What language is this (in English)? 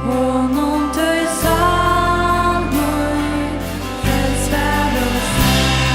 Faroese